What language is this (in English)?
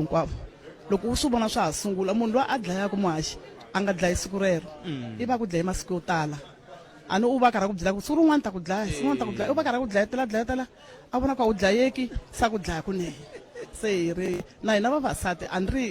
Tsonga